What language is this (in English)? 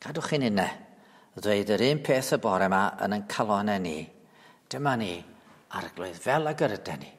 Welsh